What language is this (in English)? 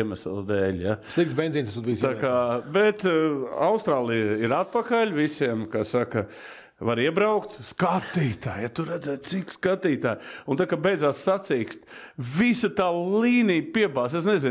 Latvian